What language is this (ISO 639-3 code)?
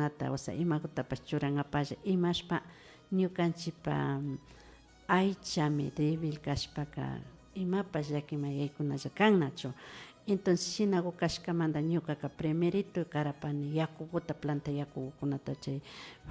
qvi